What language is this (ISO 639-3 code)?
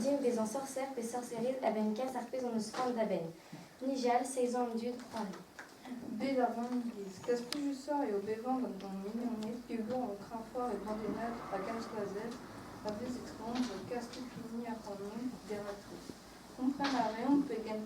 bre